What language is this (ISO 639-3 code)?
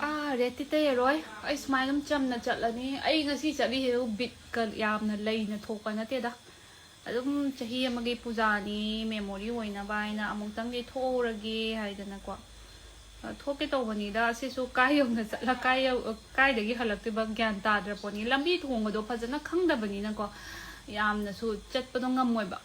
mni